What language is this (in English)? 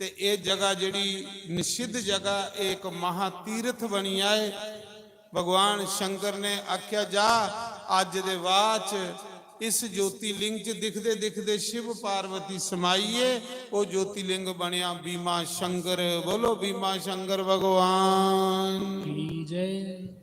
Dogri